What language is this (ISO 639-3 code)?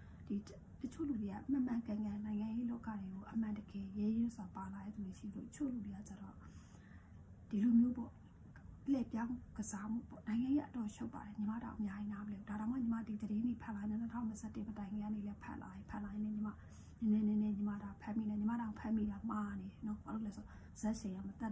mya